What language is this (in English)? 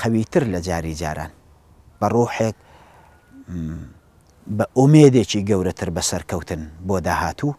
Central Kurdish